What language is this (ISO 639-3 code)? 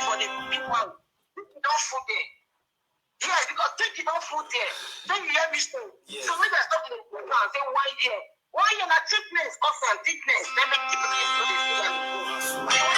pcm